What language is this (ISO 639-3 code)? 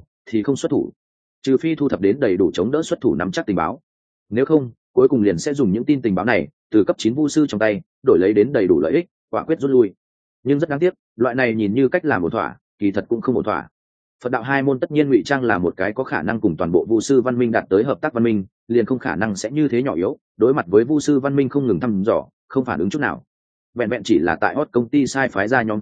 vie